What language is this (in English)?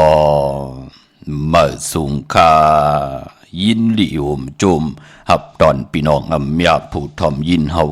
Shan